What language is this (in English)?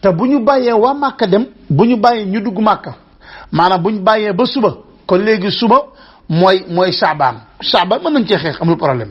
Wolof